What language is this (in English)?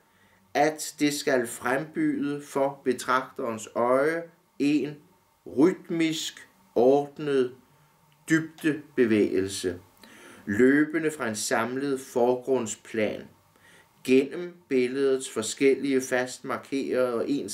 Danish